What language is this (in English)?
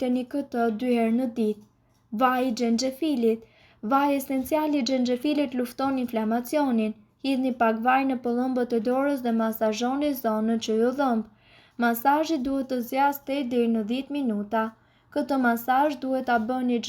Albanian